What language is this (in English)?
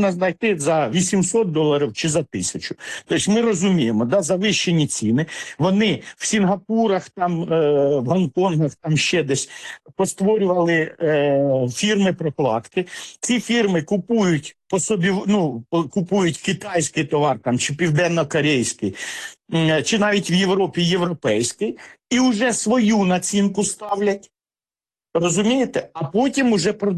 Ukrainian